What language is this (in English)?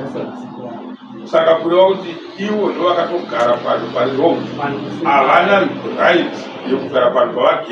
Shona